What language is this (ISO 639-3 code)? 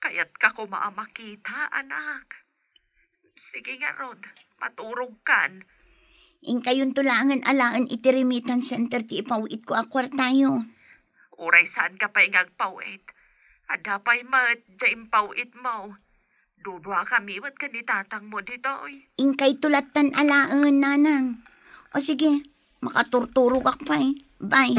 ilo